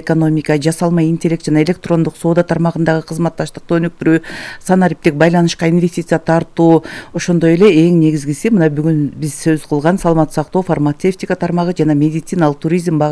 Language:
Kyrgyz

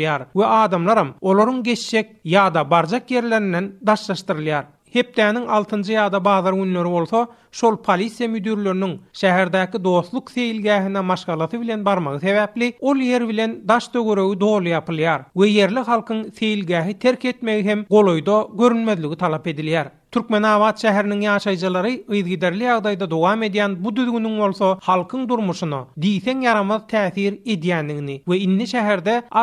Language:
Turkmen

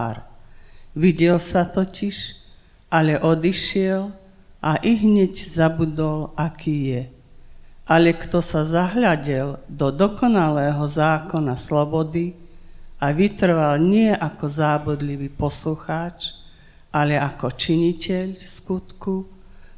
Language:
Slovak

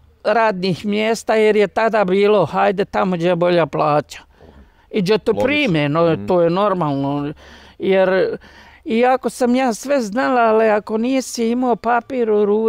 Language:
Bosnian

